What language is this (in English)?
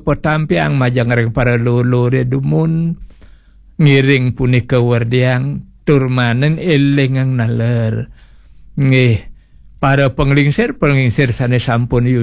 Balinese